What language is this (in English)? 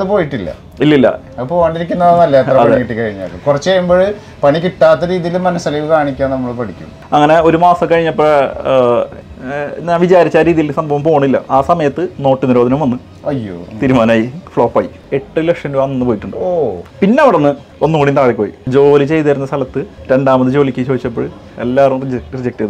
Malayalam